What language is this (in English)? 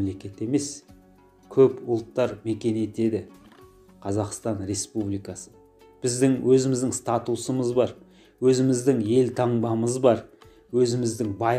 Kazakh